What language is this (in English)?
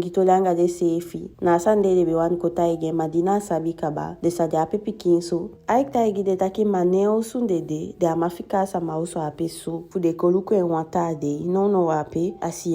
Eastern Maroon Creole